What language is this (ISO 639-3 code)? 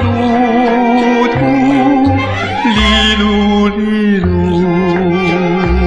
zho